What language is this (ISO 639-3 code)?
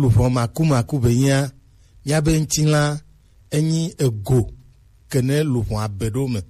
gej